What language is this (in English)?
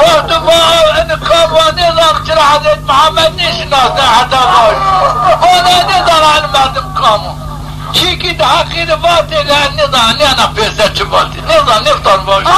Zaza